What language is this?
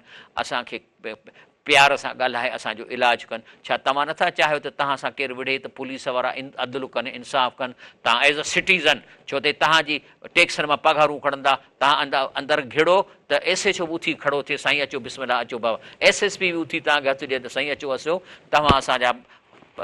Sindhi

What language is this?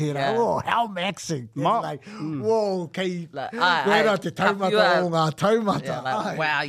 Māori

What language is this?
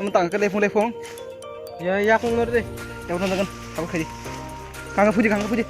Kok Borok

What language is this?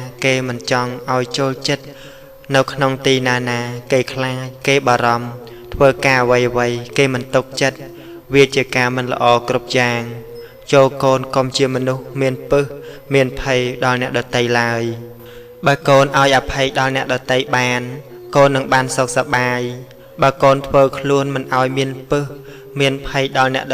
Khmer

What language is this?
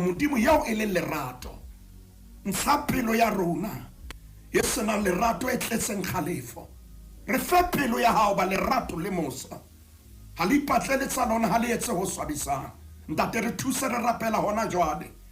Southern Sotho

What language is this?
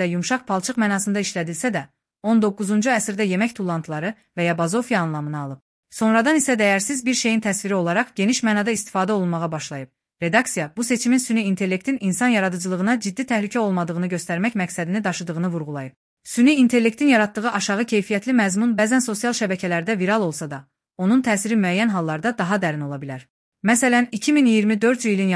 Azerbaijani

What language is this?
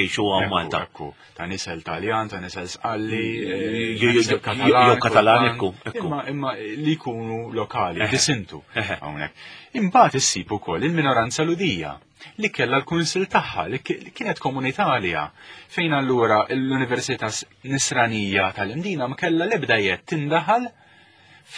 Maltese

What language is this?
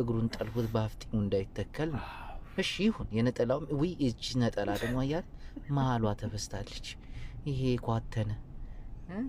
Amharic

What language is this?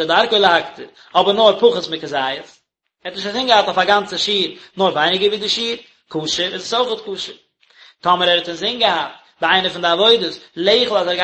Yiddish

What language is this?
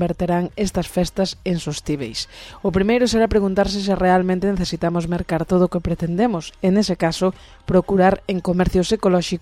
Galician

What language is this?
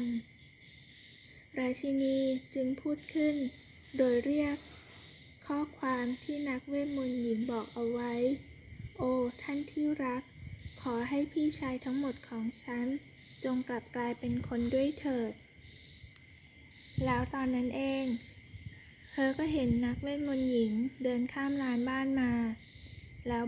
Thai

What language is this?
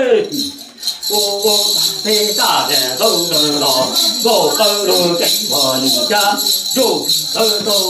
Vietnamese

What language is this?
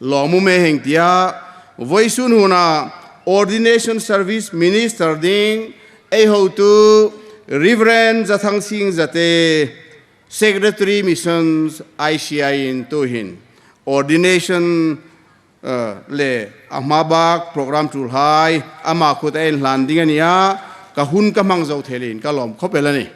Hmar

